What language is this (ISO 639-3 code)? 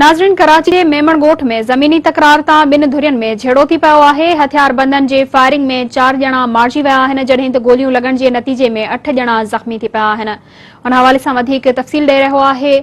snd